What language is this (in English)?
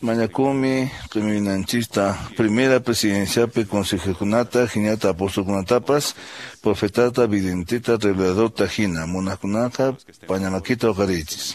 Quechua